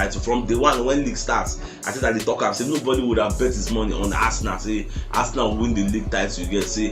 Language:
Nigerian Pidgin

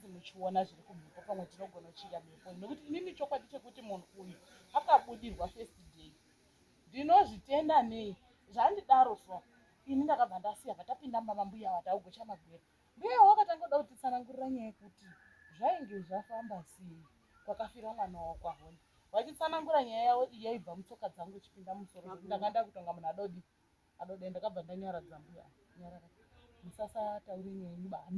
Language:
Shona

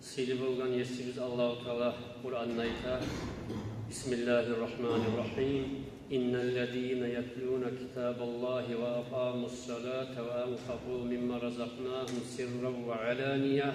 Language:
Kumyk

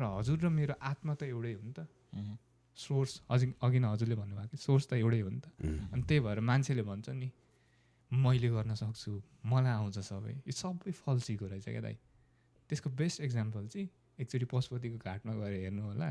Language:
Nepali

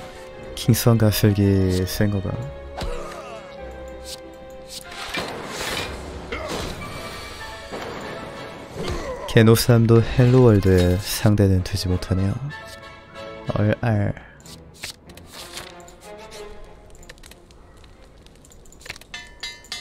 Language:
Korean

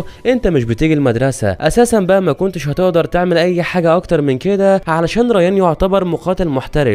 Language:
Egyptian Arabic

